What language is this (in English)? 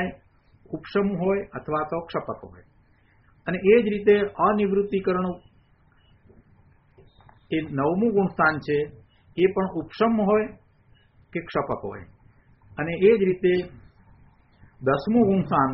Gujarati